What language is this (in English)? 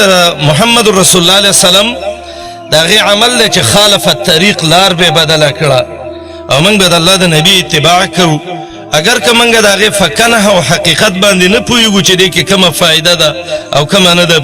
Pashto